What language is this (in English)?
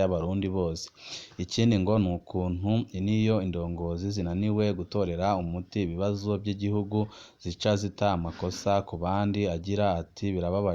Rundi